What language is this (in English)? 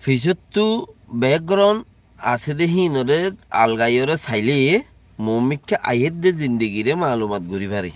Rohingya